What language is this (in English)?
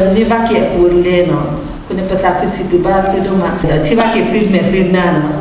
S'gaw Karen